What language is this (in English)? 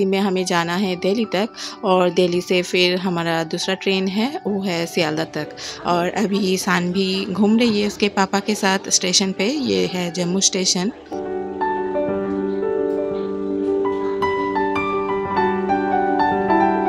Hindi